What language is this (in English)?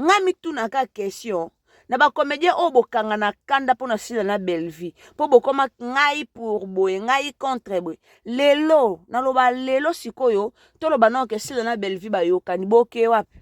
Lingala